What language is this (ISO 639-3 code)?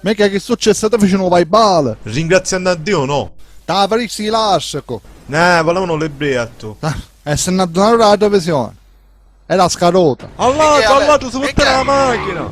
scn